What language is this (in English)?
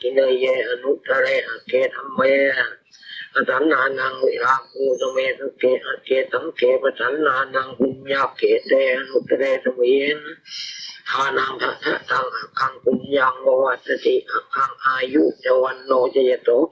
Pali